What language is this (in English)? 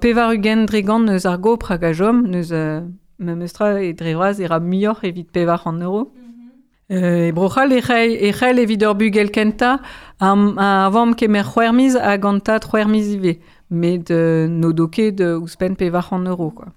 Breton